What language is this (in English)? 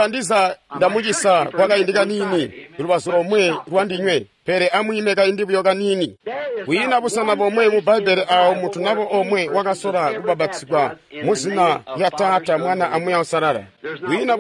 Tonga (Zambia)